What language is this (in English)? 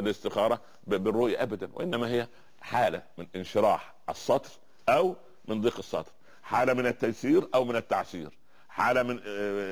Arabic